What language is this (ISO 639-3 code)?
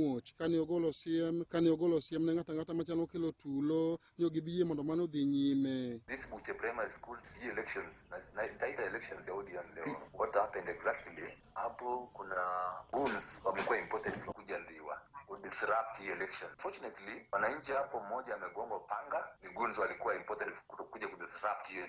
luo